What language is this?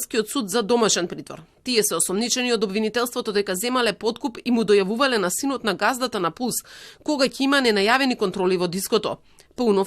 Macedonian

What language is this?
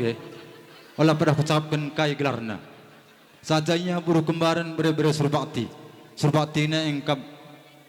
Batak Karo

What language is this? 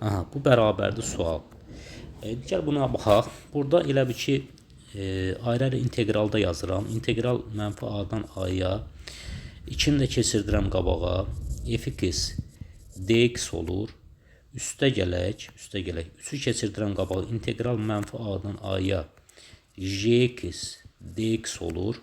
Azerbaijani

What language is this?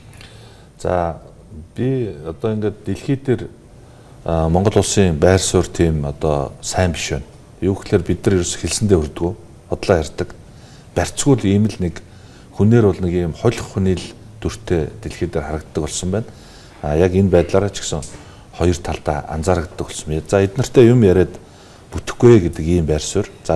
Mongolian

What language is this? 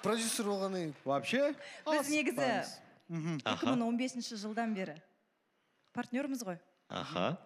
Kazakh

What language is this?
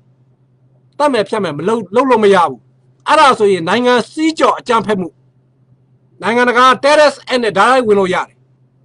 Burmese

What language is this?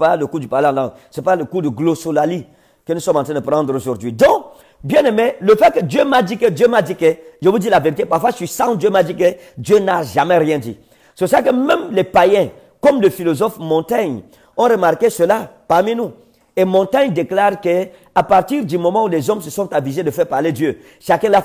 French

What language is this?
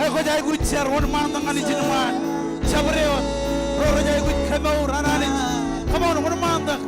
Marshallese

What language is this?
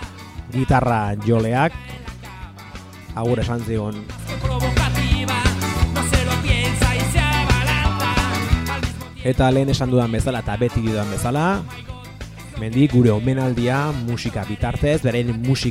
Basque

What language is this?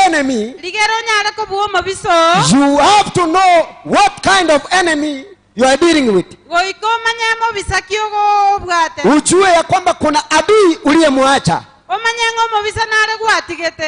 Gusii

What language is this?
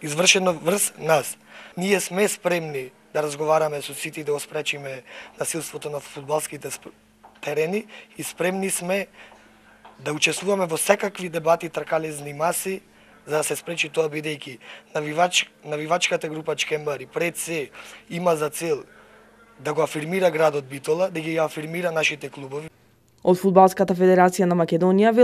Macedonian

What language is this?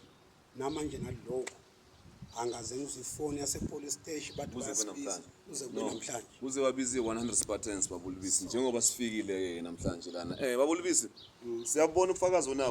Zulu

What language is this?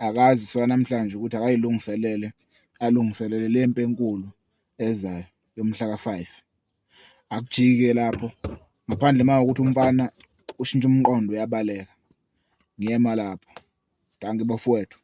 Zulu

